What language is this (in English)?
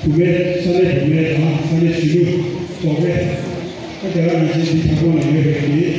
Tibetan